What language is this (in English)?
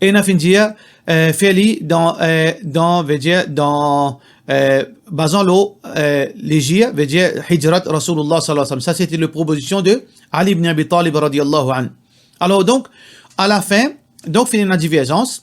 Morisyen